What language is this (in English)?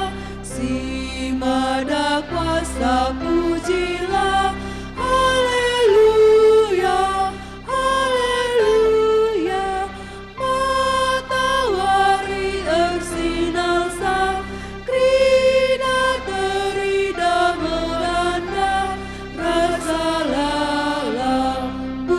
Batak Karo